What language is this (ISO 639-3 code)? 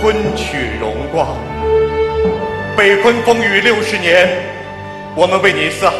zho